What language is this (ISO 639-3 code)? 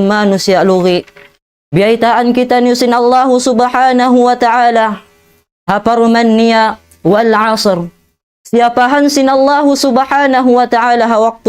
tsg